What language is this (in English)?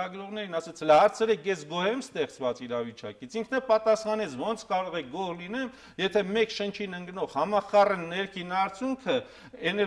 Armenian